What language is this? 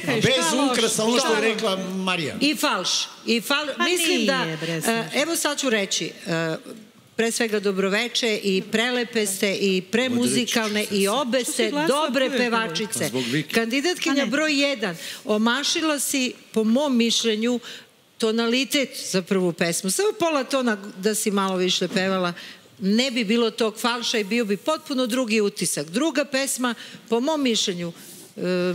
Serbian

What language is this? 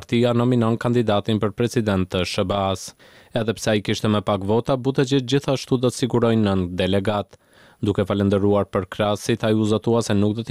Albanian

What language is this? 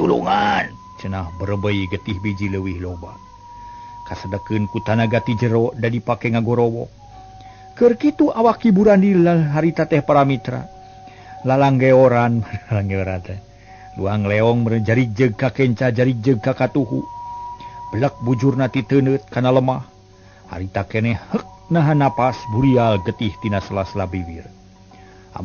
Sundanese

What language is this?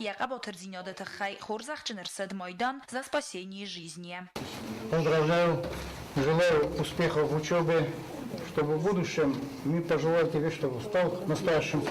Ossetic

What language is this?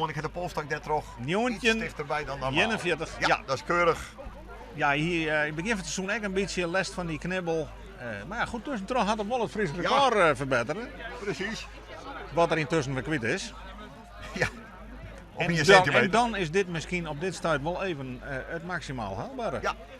Western Frisian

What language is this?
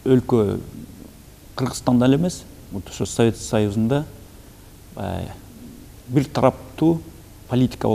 Kyrgyz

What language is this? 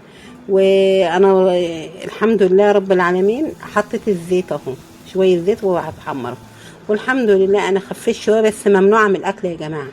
Egyptian Arabic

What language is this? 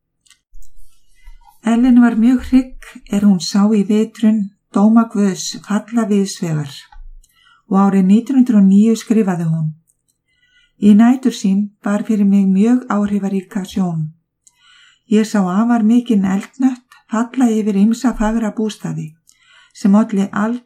Icelandic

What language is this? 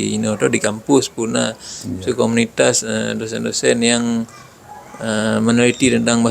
Achinese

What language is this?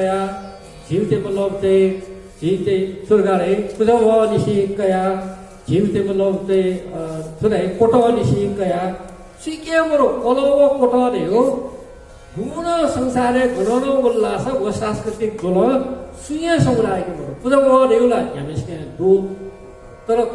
Newari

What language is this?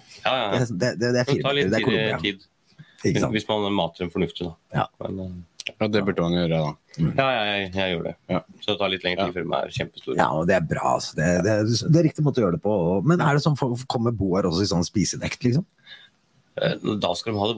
Norwegian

